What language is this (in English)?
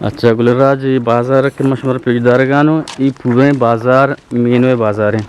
Eastern Balochi